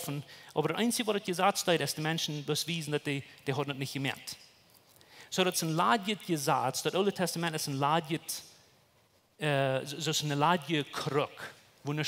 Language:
Plautdietsch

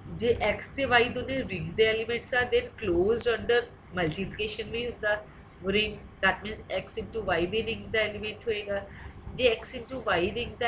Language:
Punjabi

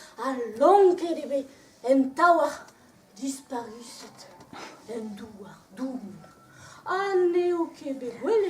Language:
Breton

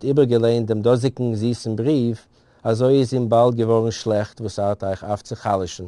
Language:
Yiddish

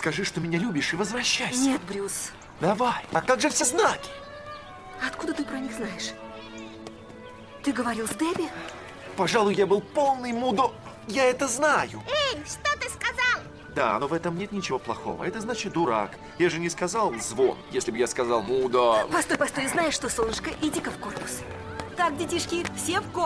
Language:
Russian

